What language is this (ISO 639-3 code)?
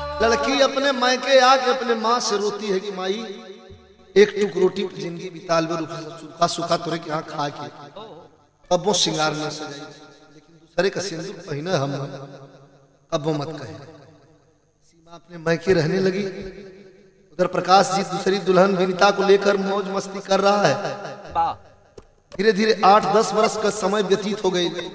bho